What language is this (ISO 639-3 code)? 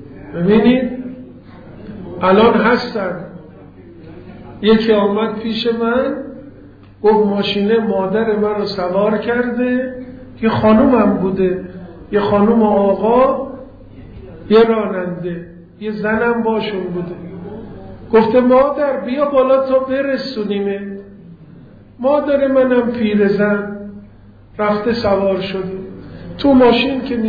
fas